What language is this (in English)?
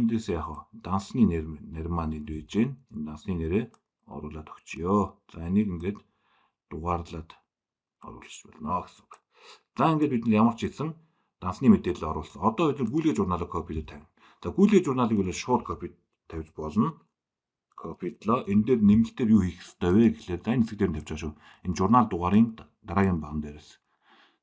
Mongolian